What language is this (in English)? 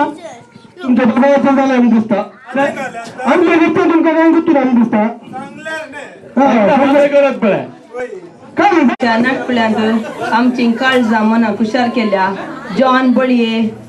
Konkani